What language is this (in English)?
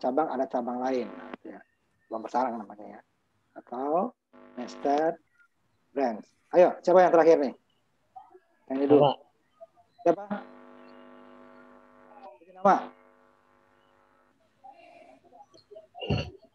Indonesian